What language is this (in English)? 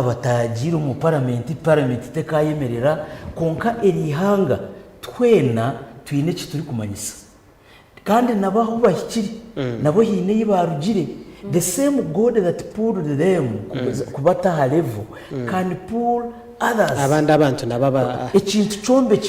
Nyankole